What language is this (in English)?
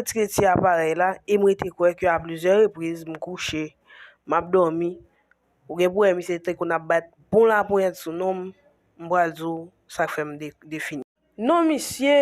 Haitian Creole